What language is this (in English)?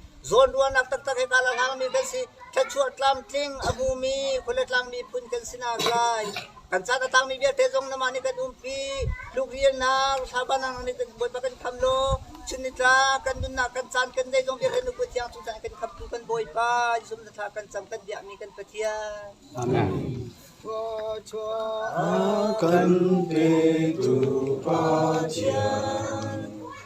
Hakha Chin